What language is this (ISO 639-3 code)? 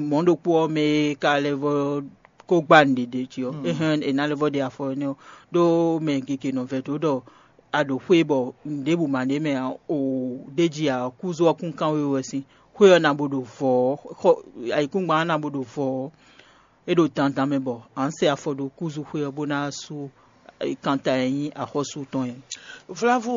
fon